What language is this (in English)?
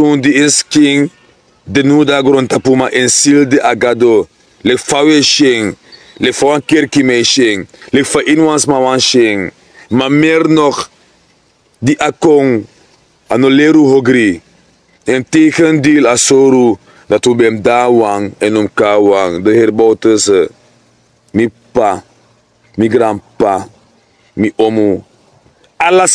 Sranan Tongo